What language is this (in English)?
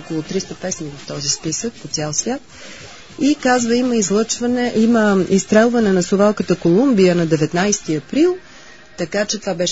Bulgarian